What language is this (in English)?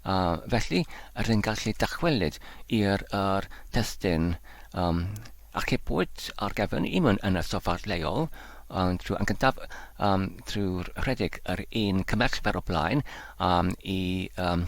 Welsh